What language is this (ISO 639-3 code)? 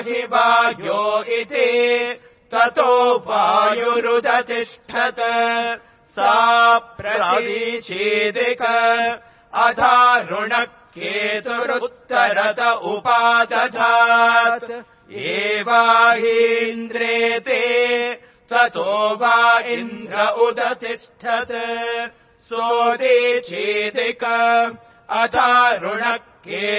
san